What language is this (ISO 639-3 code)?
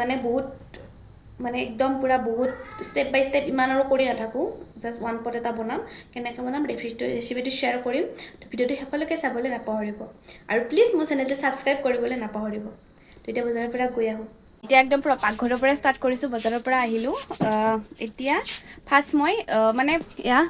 asm